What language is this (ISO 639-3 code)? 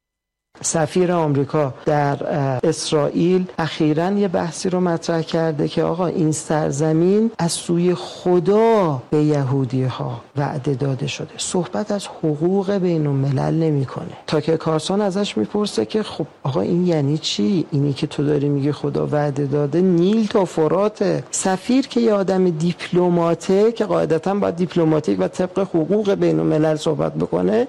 fas